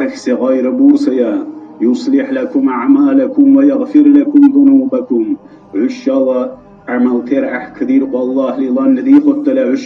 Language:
Dargwa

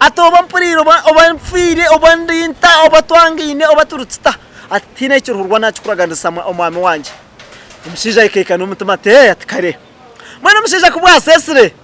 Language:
Nyankole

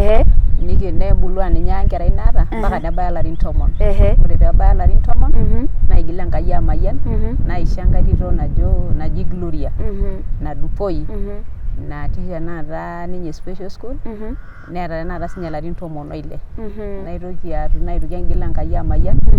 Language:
Masai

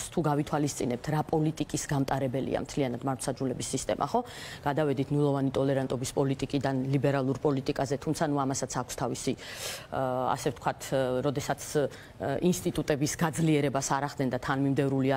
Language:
Georgian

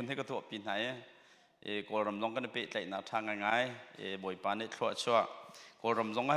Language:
Hakha Chin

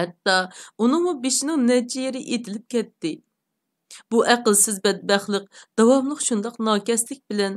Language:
Uyghur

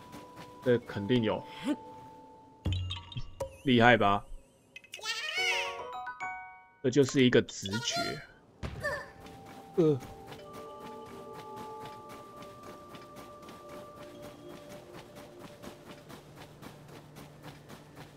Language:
Chinese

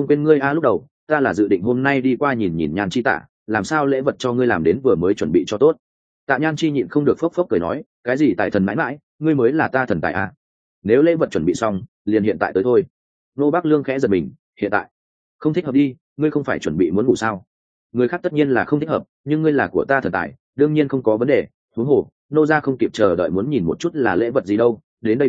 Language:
Vietnamese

